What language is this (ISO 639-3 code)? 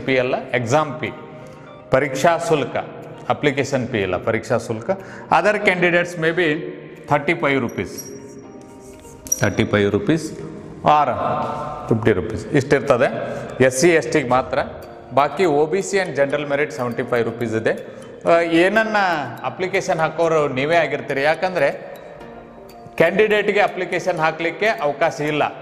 kan